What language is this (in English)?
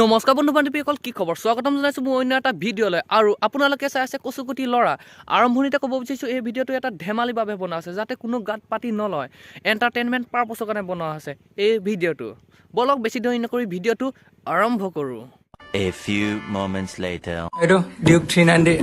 Assamese